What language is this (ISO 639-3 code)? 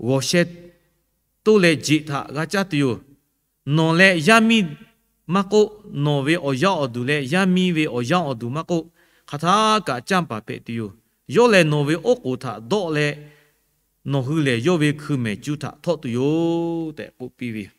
lhu